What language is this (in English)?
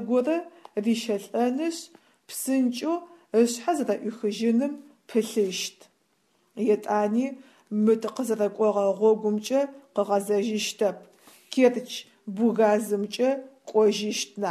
Adyghe